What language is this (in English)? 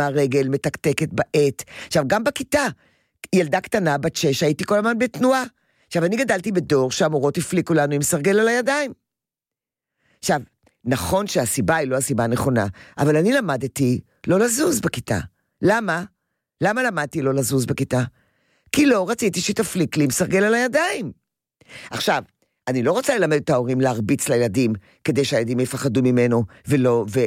Hebrew